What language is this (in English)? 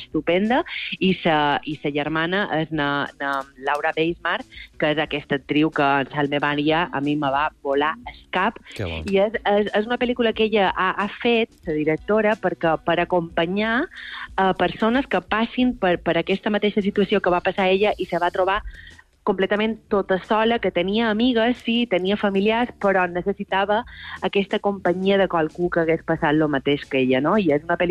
Catalan